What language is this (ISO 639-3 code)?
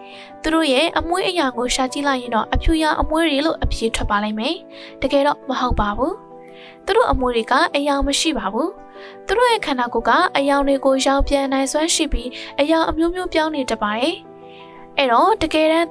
mya